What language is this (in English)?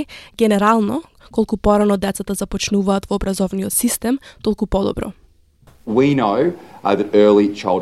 Macedonian